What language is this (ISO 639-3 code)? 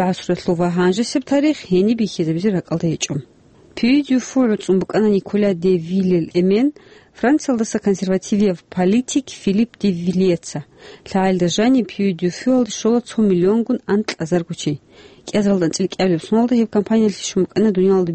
ava